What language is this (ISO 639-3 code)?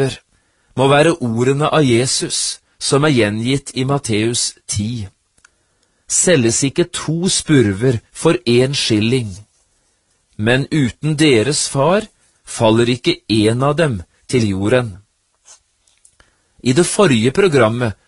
nor